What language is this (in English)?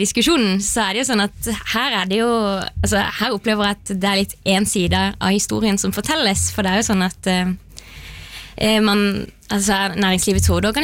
Norwegian